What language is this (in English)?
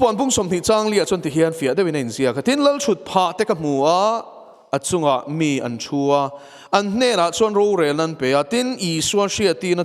Mizo